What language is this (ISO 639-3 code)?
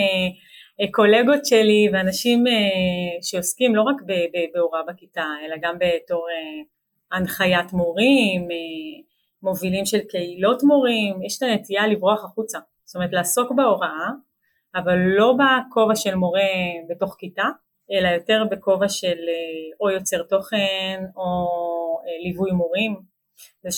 heb